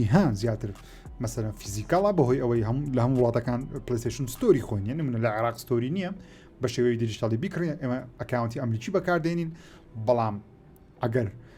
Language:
Central Kurdish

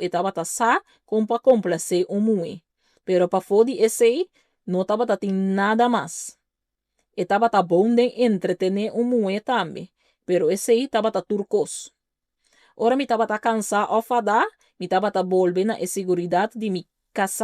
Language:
Papiamento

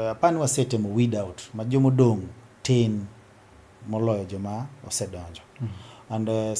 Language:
Luo (Kenya and Tanzania)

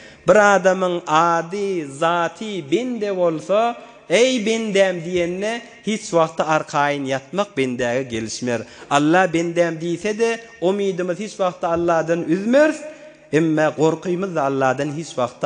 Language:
Turkmen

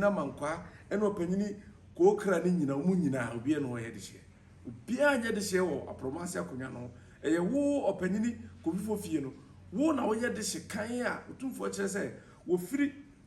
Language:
Akan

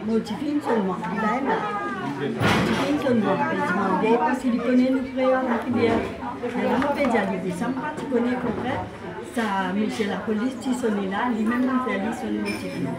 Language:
Morisyen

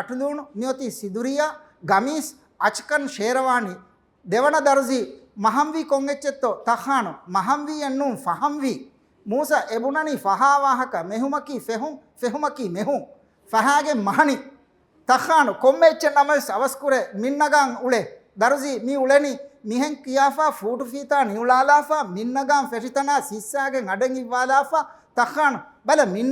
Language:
Divehi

